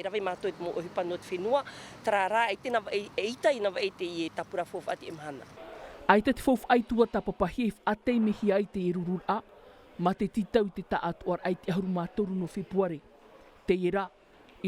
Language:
Tahitian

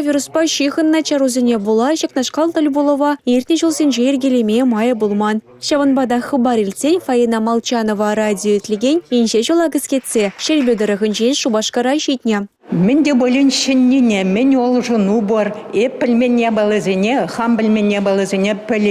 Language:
Chuvash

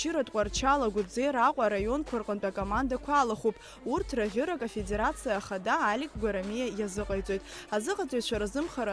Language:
Abkhazian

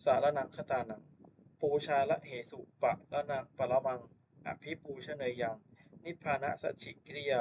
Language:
Pali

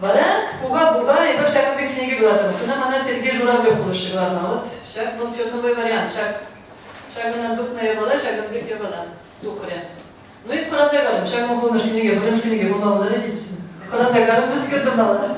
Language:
Chuvash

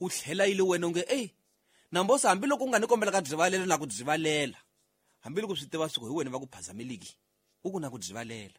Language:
Tsonga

